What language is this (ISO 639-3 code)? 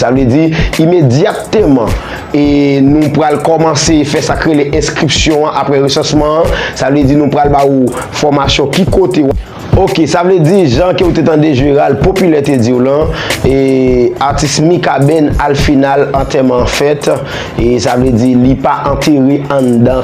hat